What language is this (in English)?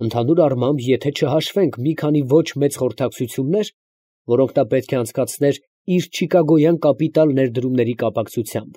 Armenian